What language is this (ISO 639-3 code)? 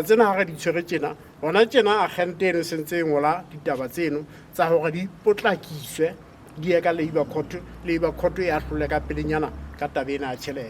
sot